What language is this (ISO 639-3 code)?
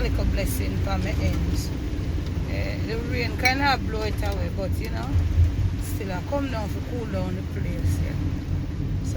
jam